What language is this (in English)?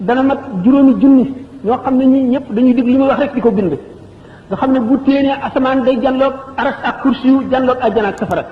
Wolof